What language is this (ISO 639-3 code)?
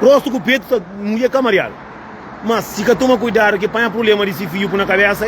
kea